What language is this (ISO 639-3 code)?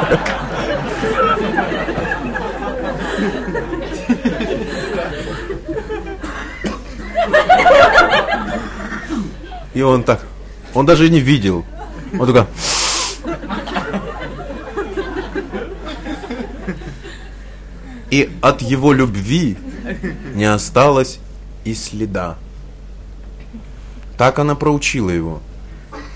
rus